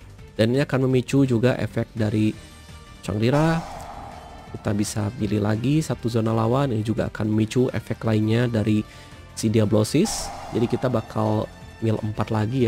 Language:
Indonesian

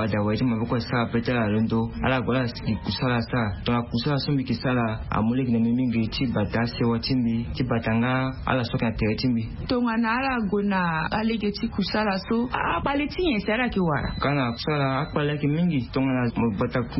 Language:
Sango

